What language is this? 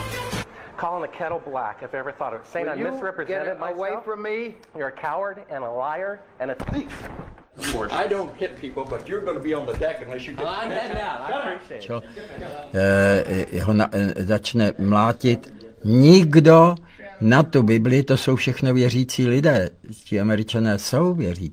Czech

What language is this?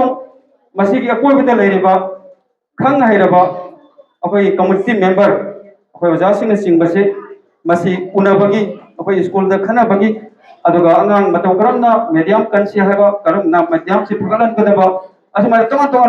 Manipuri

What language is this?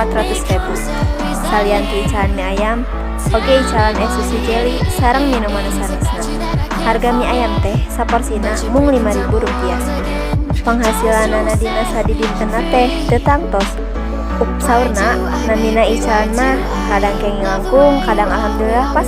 Sundanese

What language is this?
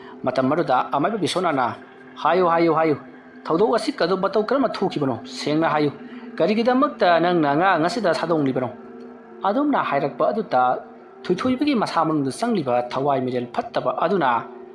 Manipuri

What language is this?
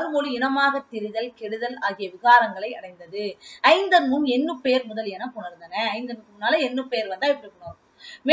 Tamil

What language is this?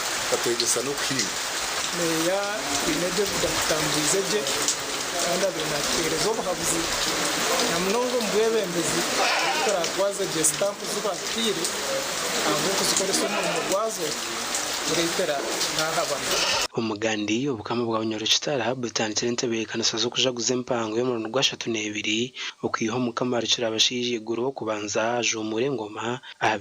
Nyankole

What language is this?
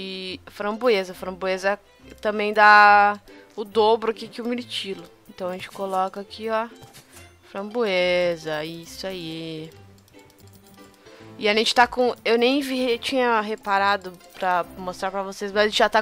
Portuguese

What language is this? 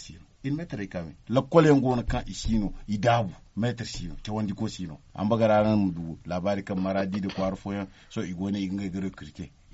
Zarma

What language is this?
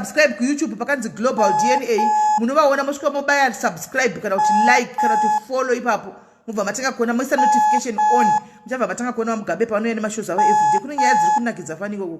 Shona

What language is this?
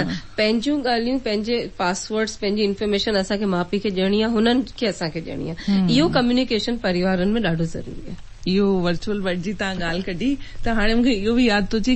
Sindhi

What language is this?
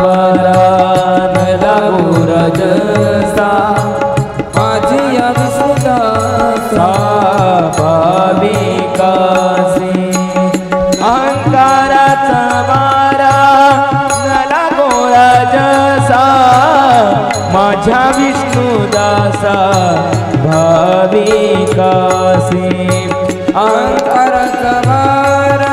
Marathi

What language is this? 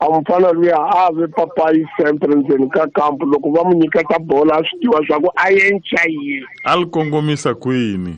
Tsonga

